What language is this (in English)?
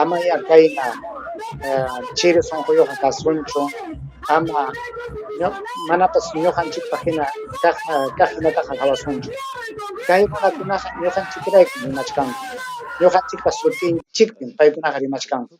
Ayacucho Quechua